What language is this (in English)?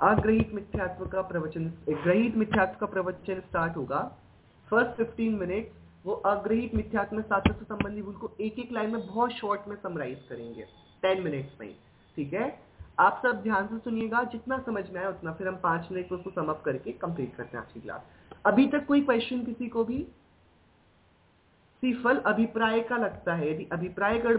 Hindi